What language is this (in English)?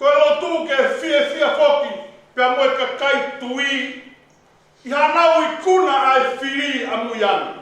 Tongan